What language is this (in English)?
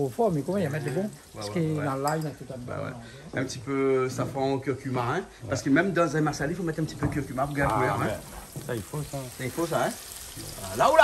Réunion Creole French